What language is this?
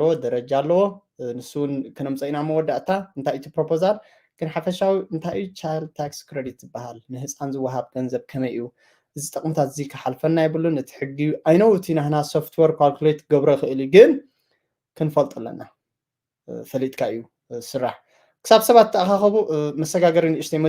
Tigrinya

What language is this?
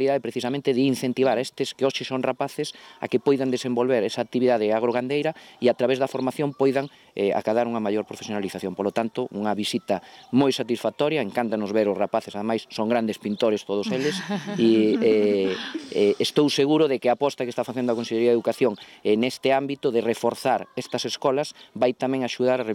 Galician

